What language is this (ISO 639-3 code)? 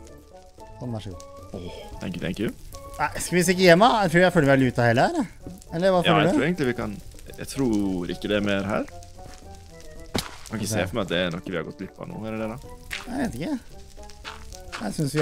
nor